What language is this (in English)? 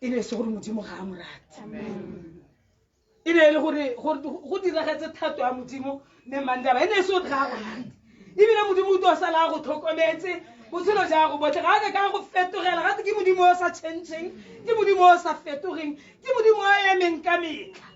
Tswana